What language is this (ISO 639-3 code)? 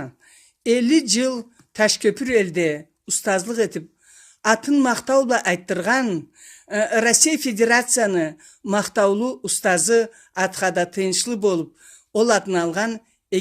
krc